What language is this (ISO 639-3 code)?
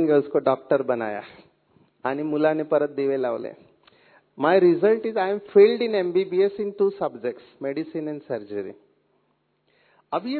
hin